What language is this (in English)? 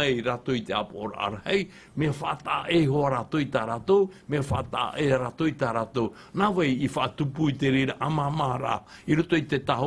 Tahitian